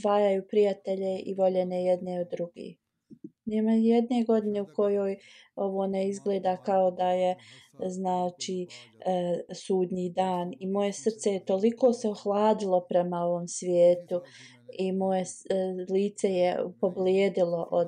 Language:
Bosnian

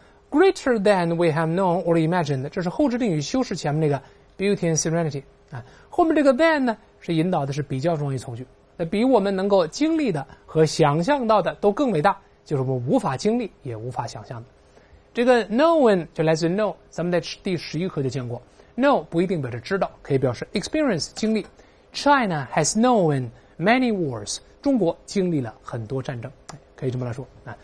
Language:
Chinese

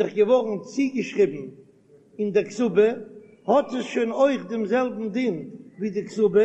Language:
Yiddish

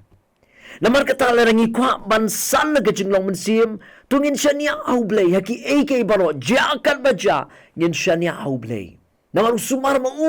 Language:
Khasi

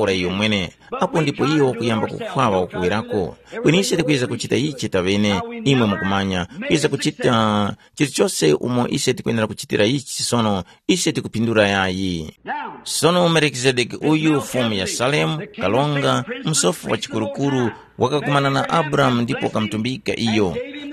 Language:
Tumbuka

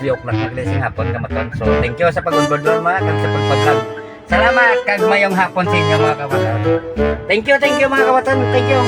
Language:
Hiligaynon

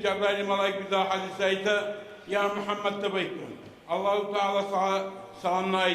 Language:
Kumyk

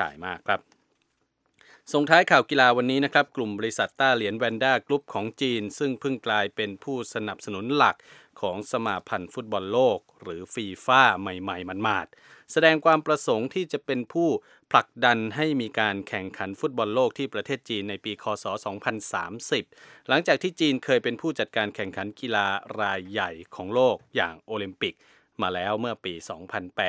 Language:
Thai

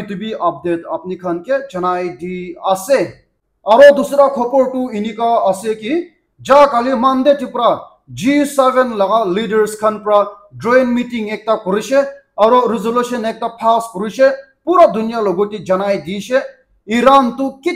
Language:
Naga Pidgin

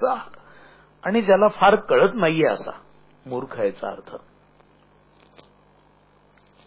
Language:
Marathi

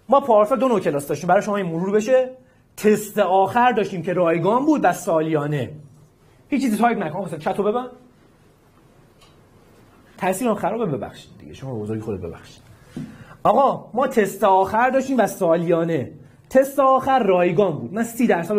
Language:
Persian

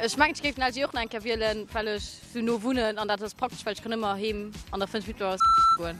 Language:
Luxembourgish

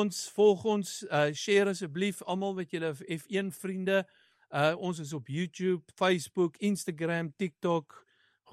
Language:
Afrikaans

